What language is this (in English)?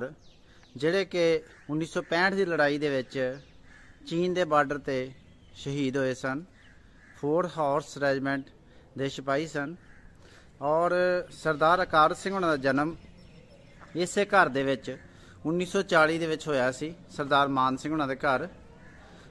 Punjabi